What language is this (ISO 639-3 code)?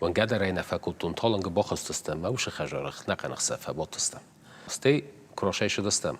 oss